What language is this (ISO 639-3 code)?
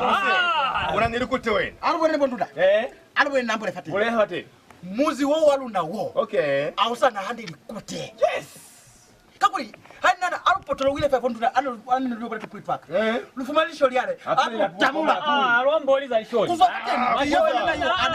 loz